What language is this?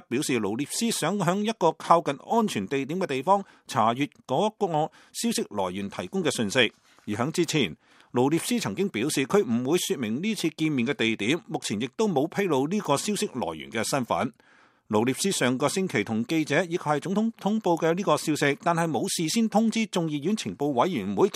Cantonese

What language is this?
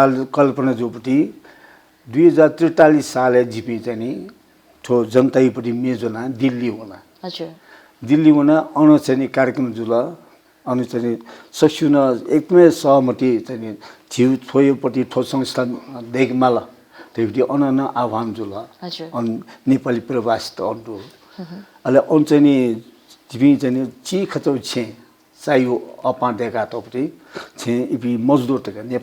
Newari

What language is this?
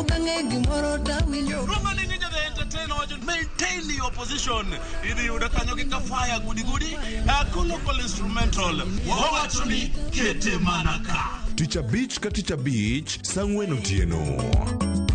Luo (Kenya and Tanzania)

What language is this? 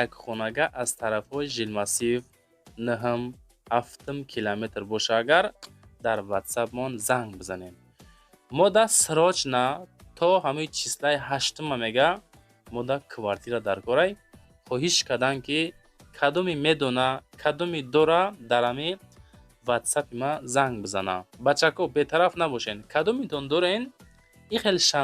Tajik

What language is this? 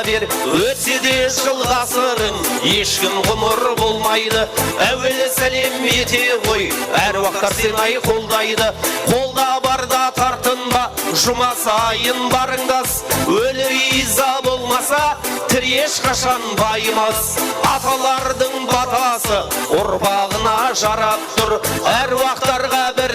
Kara-Kalpak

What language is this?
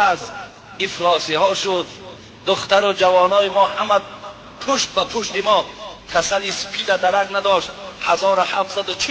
Tajik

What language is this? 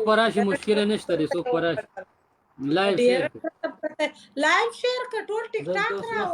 Pashto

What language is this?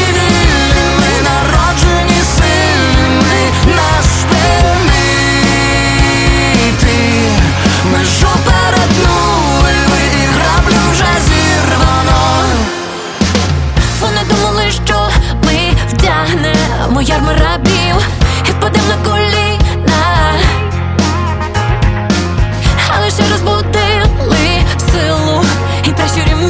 Ukrainian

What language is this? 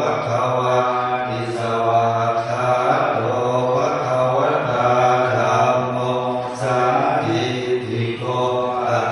Pali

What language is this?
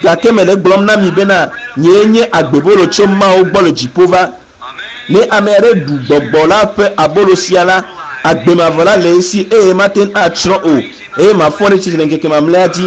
Ewe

